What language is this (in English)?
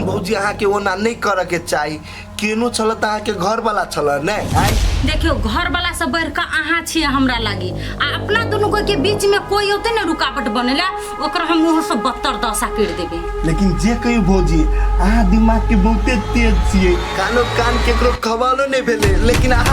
Maithili